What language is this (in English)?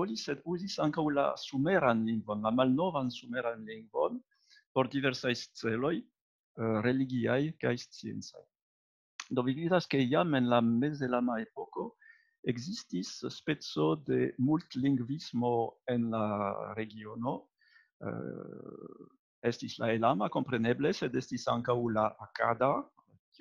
Esperanto